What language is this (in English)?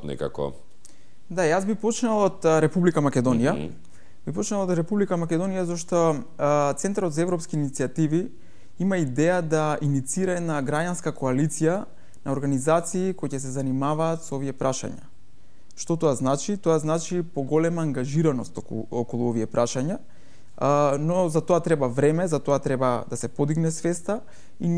Macedonian